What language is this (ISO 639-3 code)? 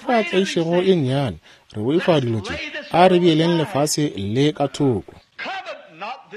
nso